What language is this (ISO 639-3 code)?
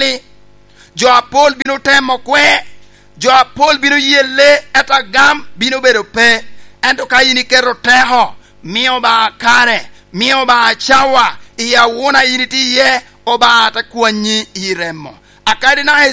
laj